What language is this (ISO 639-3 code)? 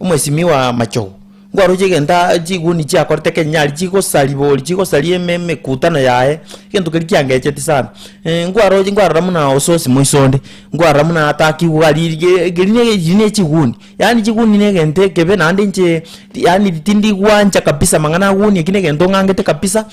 guz